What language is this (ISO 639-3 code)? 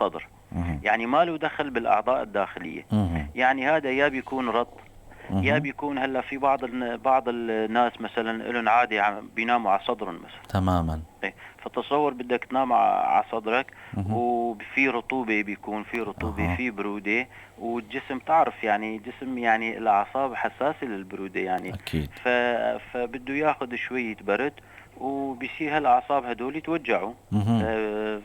apc